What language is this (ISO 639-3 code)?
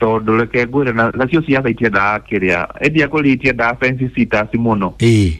kik